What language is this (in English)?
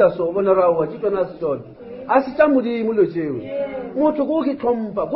Northern Sotho